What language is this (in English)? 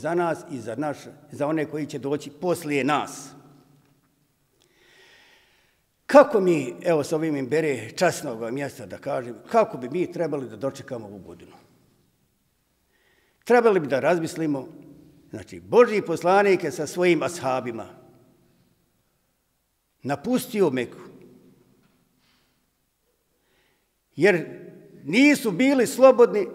Bosnian